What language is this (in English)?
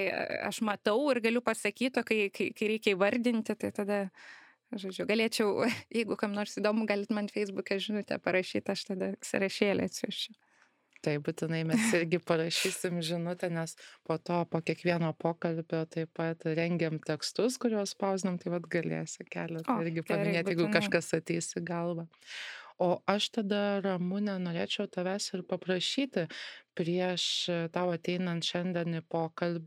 Lithuanian